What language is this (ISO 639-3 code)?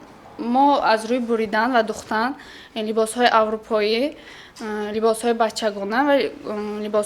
tgk